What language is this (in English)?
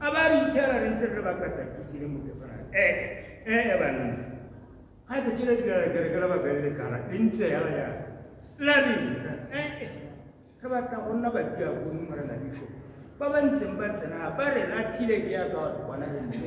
Tswana